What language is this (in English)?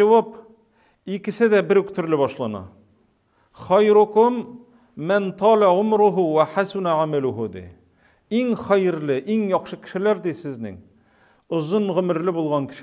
Tatar